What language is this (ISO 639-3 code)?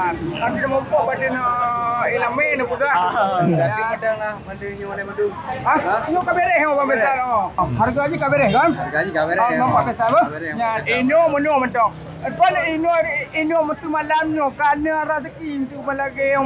ace